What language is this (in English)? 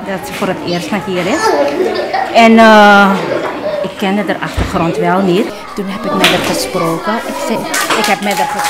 Dutch